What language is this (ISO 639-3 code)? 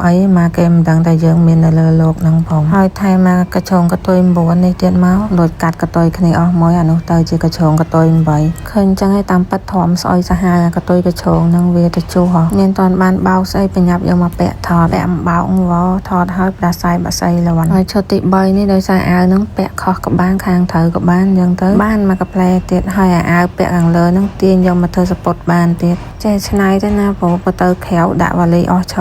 khm